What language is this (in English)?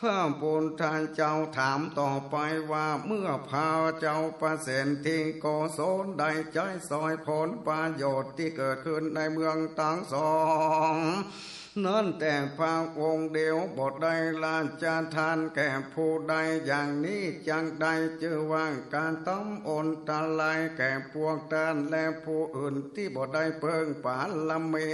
Northern Thai